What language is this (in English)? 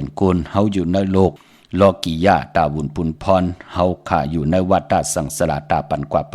Shan